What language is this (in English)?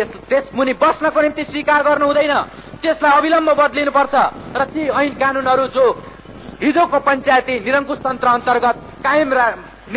Nepali